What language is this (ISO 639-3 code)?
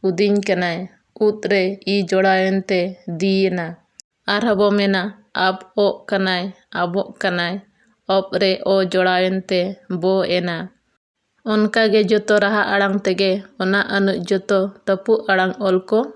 sat